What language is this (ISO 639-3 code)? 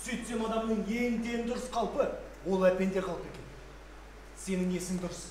kaz